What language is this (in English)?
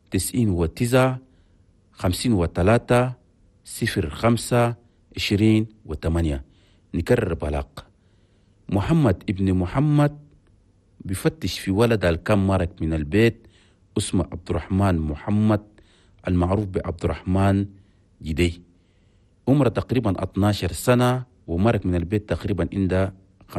Chadian Arabic